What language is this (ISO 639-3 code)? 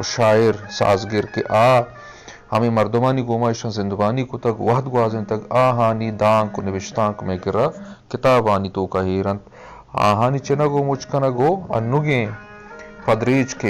bgp